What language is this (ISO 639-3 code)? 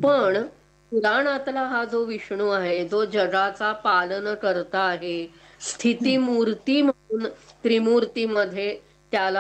mar